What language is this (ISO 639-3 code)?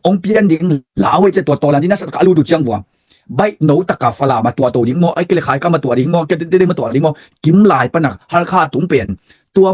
ctd